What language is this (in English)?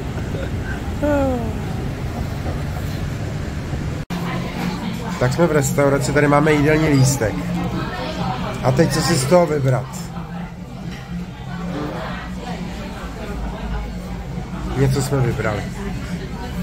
Czech